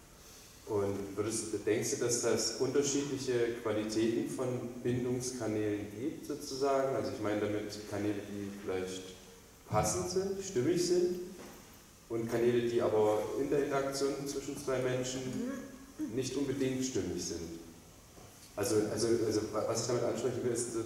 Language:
German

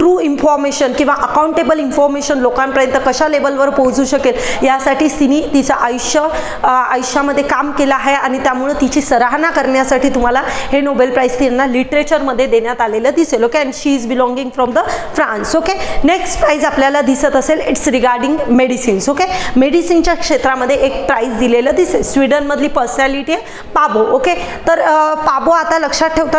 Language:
Marathi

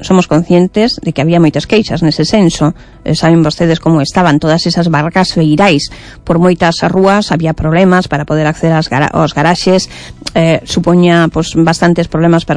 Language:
Galician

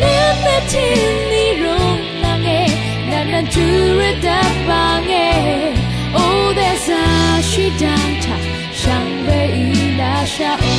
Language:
Rawang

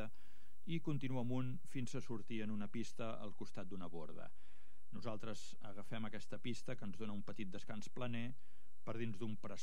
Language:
Catalan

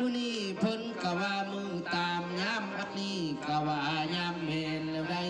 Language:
Lao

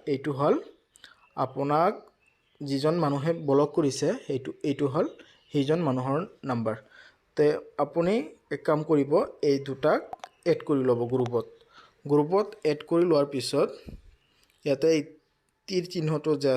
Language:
Assamese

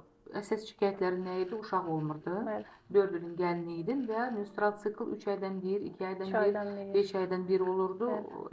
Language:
Azerbaijani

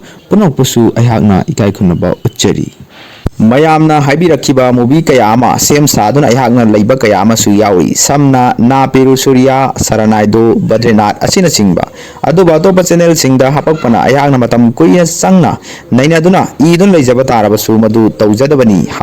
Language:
Manipuri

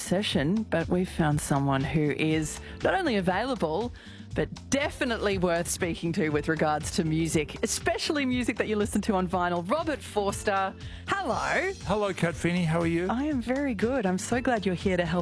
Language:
English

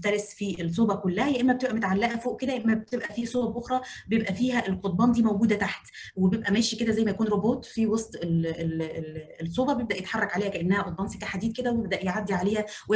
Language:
Egyptian Arabic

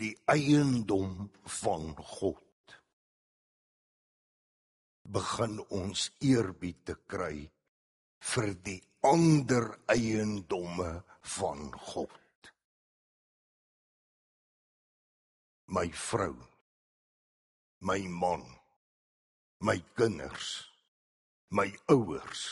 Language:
Afrikaans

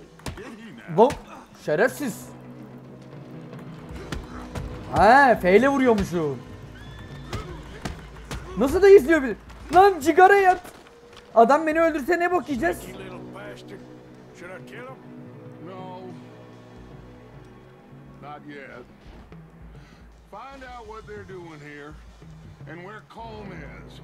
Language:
Turkish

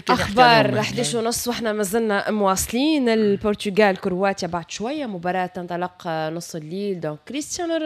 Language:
Tunisian Arabic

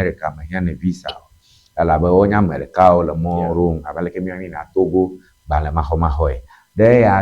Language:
Ewe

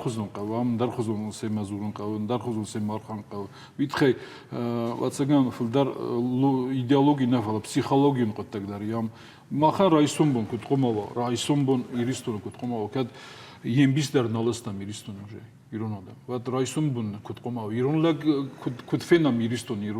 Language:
Ossetic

